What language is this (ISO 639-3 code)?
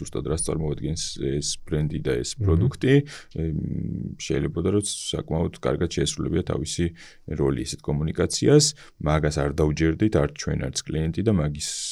kat